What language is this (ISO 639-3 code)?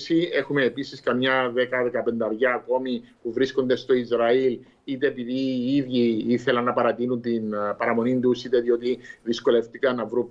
ell